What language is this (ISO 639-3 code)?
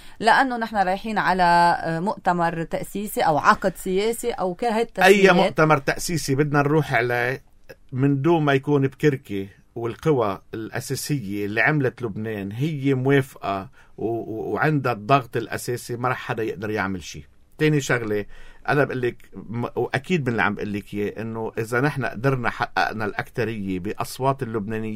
apc